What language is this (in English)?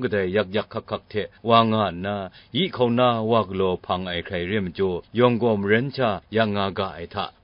Kachin